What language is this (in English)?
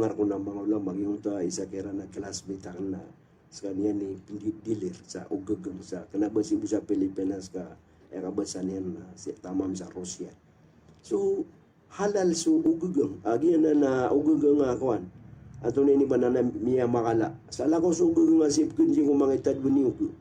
Maranao